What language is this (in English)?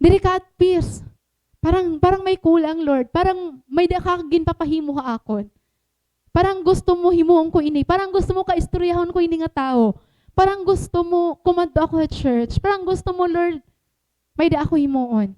Waray